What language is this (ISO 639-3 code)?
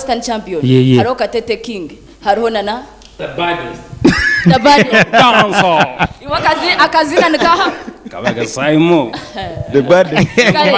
nyn